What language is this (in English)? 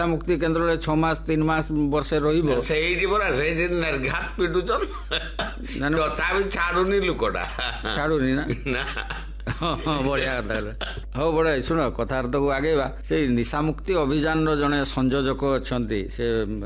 Odia